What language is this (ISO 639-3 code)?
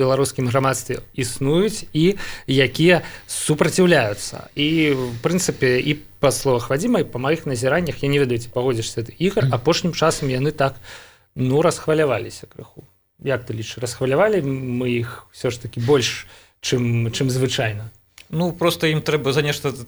bel